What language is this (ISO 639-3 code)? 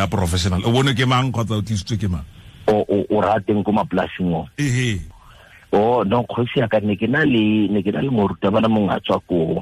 tsn